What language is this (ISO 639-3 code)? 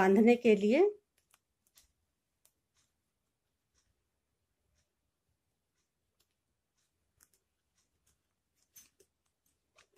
hin